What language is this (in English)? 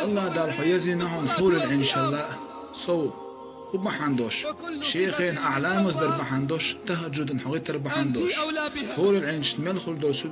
Chechen